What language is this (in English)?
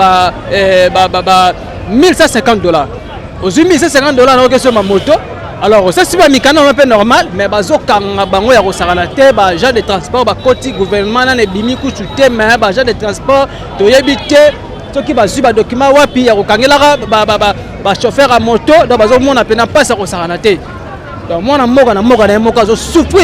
Lingala